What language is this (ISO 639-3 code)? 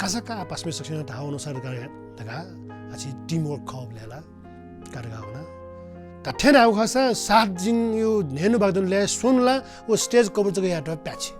new